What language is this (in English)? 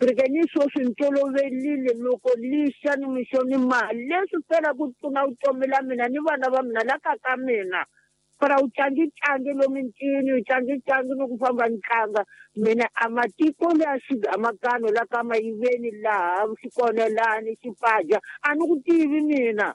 Tsonga